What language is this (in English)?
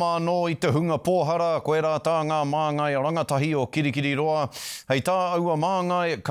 Māori